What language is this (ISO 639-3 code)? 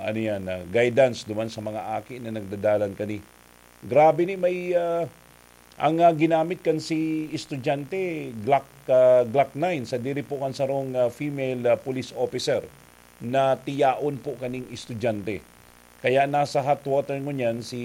bik